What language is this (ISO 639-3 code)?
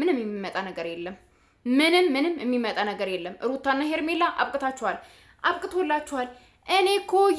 amh